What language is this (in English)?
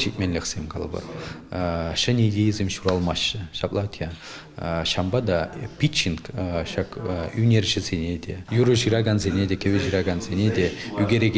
Chuvash